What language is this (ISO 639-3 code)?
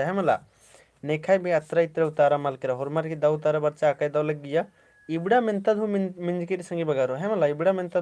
kru